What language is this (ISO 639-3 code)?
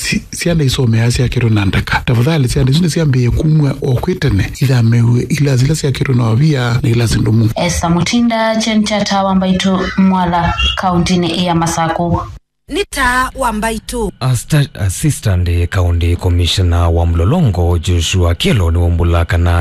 kam